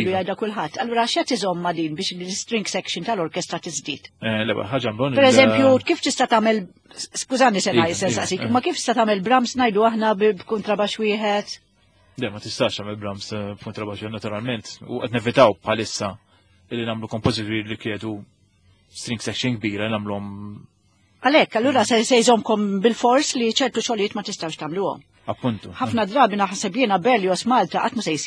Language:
Maltese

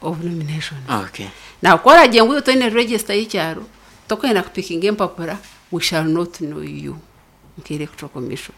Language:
Nyankole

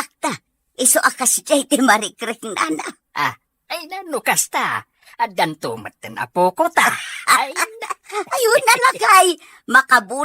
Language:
Iloko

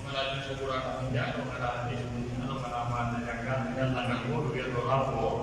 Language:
Pular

